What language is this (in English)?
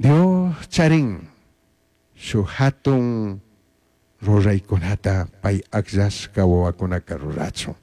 Chimborazo Highland Quichua